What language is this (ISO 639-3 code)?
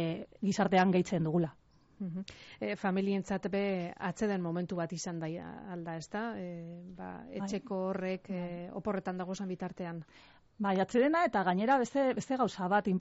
eus